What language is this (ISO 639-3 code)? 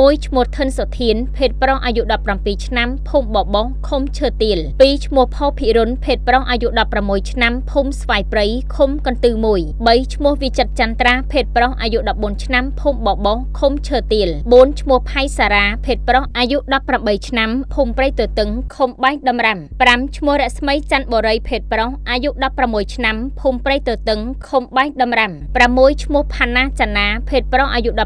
khm